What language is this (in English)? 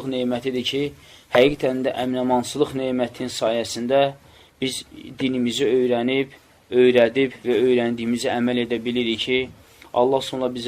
Azerbaijani